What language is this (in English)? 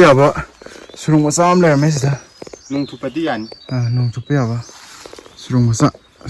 Manipuri